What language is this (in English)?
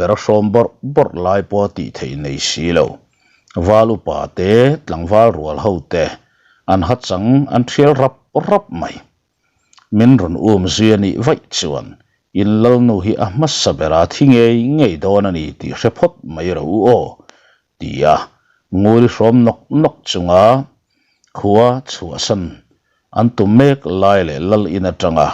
Mizo